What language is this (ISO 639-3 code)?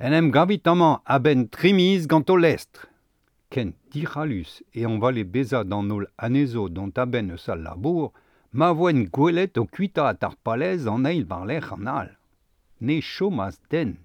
bre